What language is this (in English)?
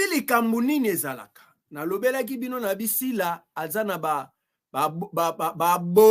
Lingala